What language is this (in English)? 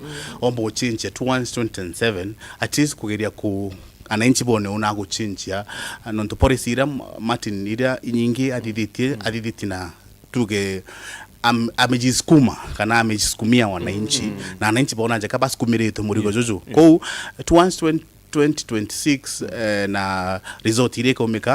Meru